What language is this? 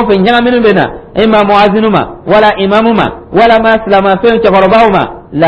Dyula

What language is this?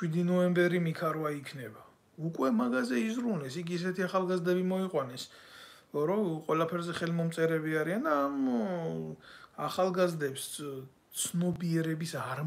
Georgian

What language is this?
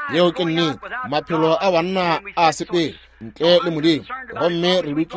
Northern Sotho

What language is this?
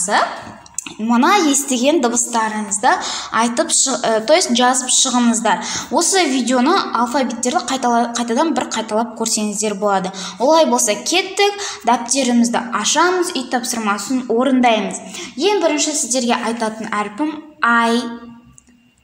Kazakh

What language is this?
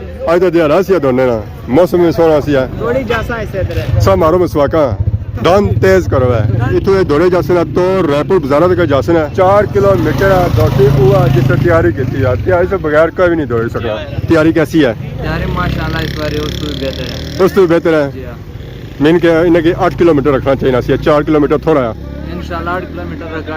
Pahari-Potwari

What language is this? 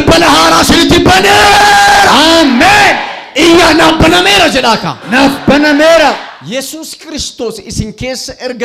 Oromo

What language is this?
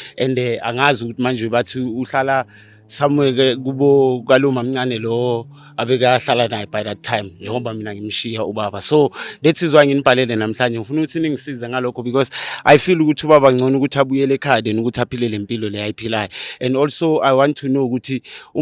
Zulu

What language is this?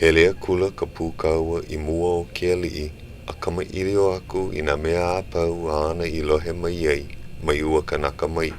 Hawaiian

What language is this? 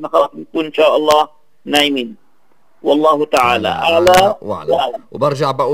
North Levantine Arabic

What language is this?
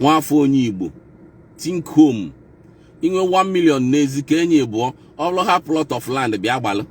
Igbo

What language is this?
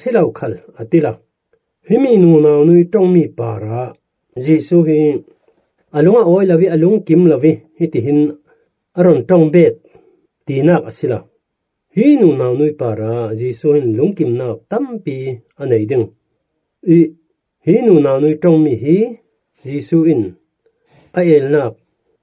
Falam Chin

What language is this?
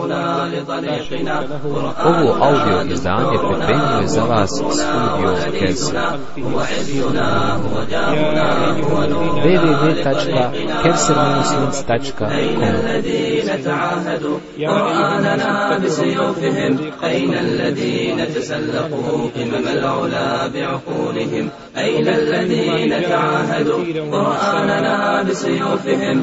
Bosnian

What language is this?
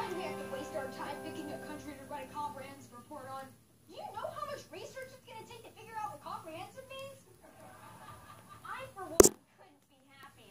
English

